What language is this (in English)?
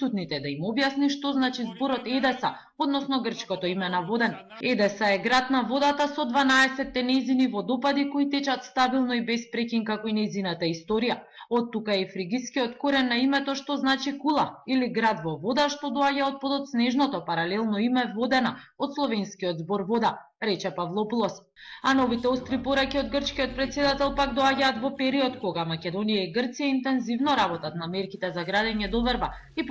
Macedonian